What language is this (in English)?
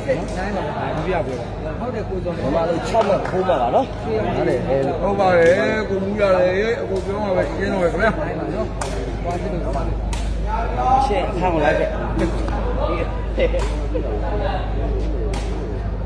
Burmese